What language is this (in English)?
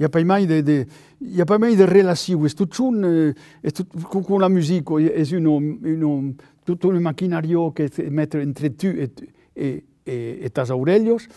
Occitan